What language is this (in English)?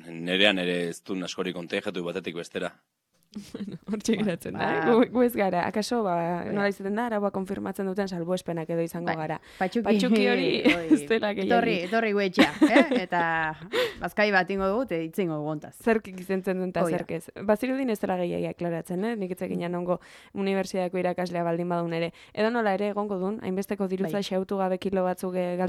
Basque